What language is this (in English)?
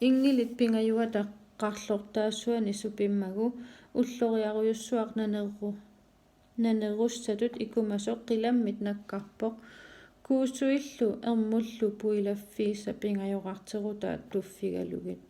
Kalaallisut